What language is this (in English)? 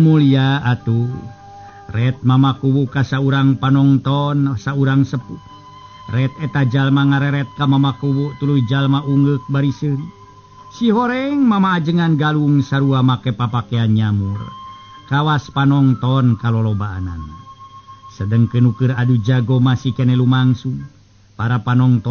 Sundanese